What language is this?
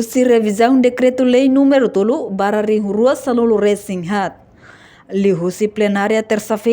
Tetum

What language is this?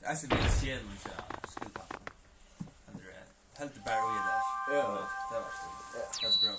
Faroese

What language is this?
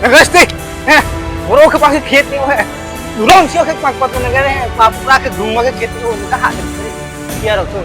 Riang (India)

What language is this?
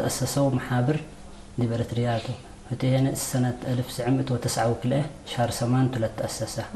Tigre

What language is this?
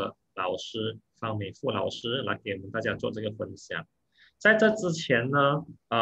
Chinese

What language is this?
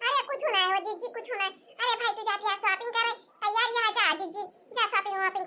Awadhi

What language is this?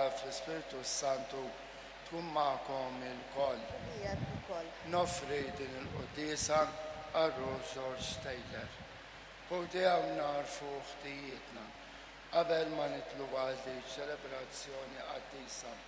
Maltese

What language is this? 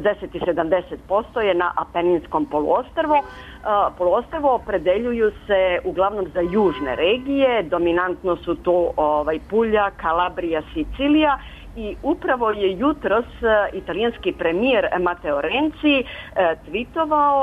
Serbian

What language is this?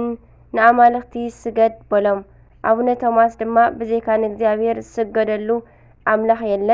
Tigrinya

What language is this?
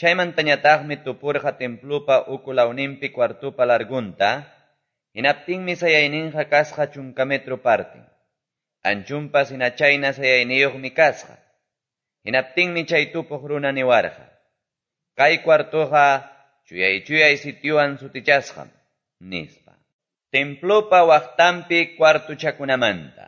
Quechua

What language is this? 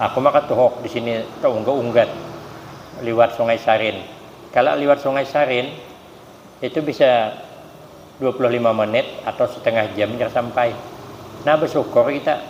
Banjar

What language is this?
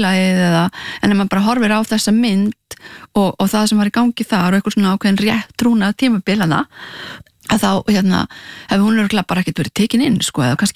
Icelandic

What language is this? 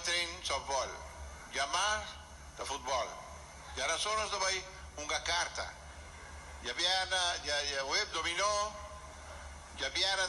Papiamento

